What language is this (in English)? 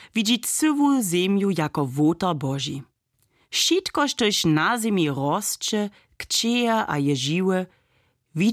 Upper Sorbian